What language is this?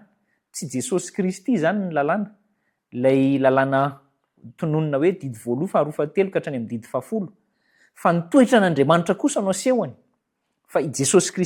Malagasy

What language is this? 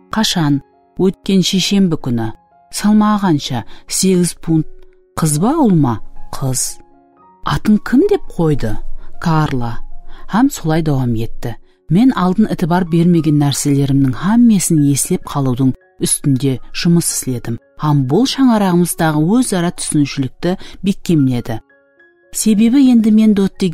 Kara-Kalpak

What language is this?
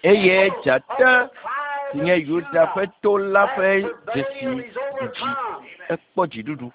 Ewe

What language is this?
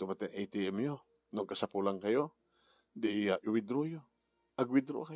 Iloko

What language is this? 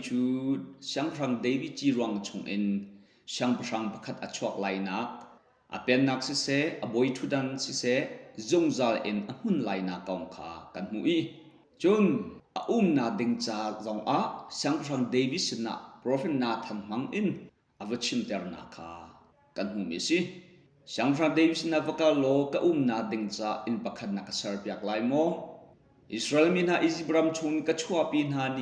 Hakha Chin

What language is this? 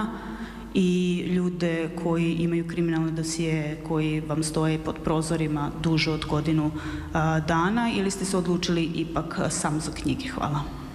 Serbian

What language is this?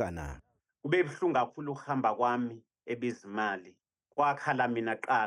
Zulu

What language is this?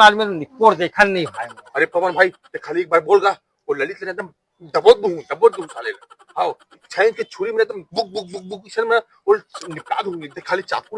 Chhattisgarhi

